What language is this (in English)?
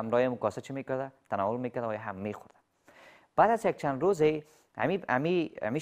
Persian